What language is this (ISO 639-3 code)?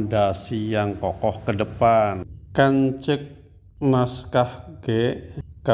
sun